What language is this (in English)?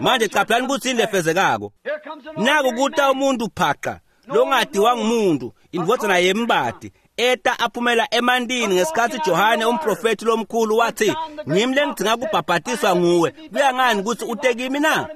Swati